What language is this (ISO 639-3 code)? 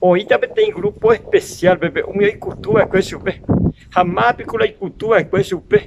grn